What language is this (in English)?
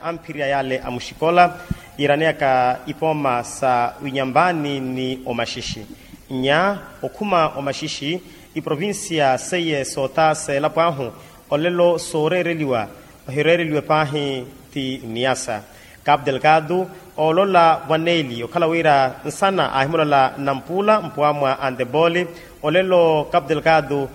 Makhuwa